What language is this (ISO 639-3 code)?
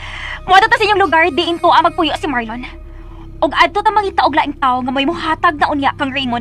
ceb